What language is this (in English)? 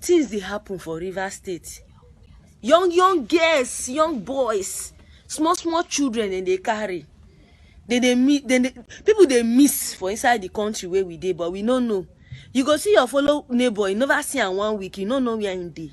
Nigerian Pidgin